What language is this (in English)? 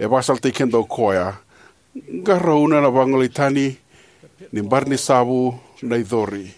Fijian